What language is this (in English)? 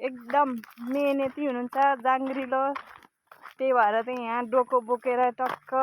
Nepali